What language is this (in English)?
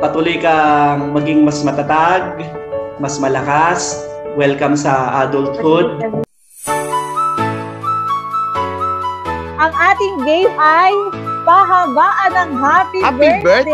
Filipino